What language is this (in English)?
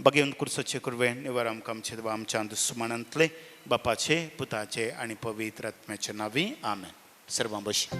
Konkani